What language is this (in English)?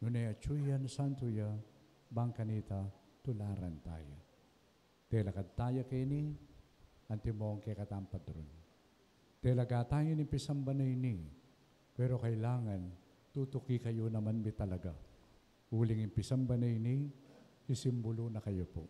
Pampanga